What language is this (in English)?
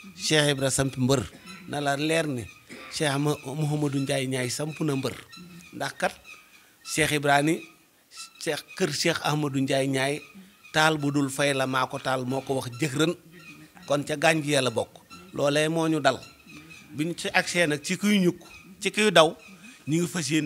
Wolof